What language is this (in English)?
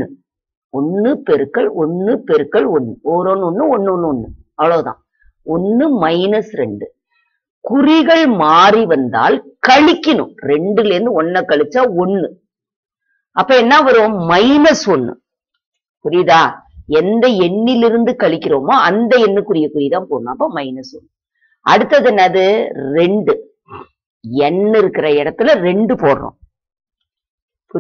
Tamil